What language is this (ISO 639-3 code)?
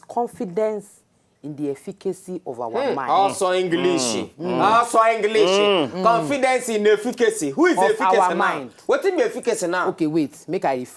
pcm